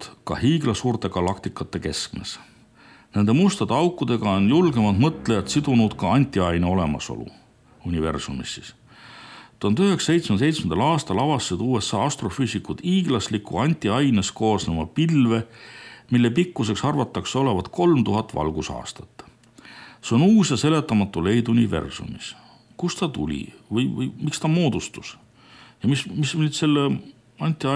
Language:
Estonian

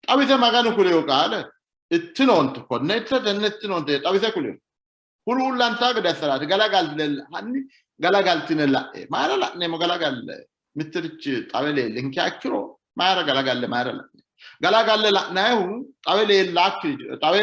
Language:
Sidamo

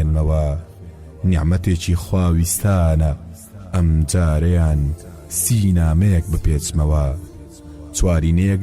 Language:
Central Kurdish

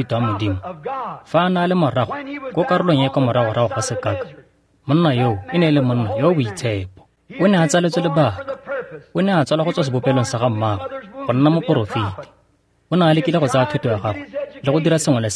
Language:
Tswana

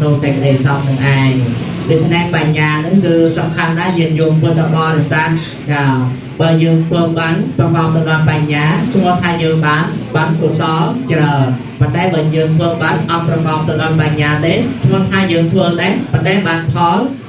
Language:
Khmer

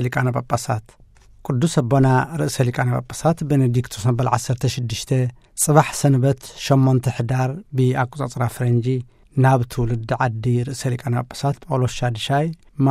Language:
Tigrinya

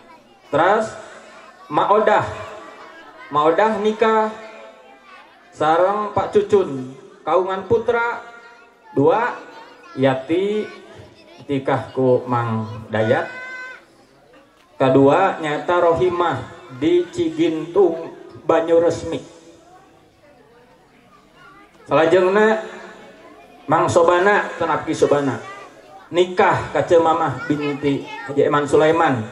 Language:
Sundanese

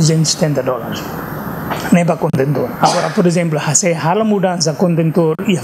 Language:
Tetum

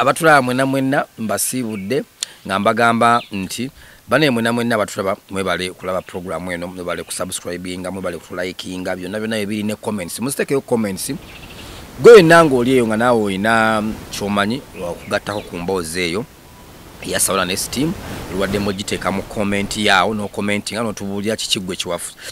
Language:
Ganda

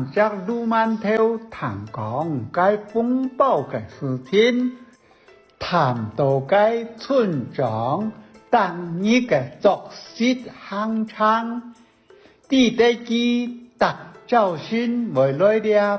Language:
Hakka Chinese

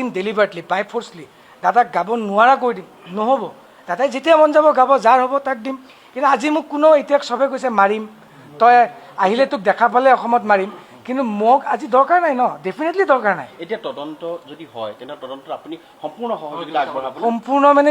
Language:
Assamese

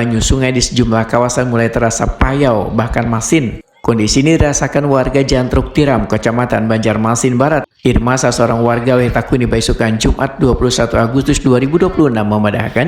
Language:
Banjar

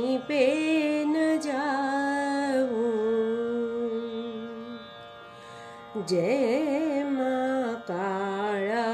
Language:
Gujarati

